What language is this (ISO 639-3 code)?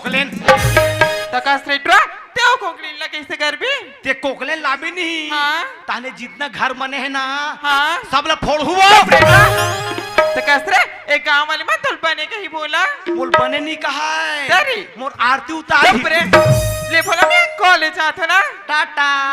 hne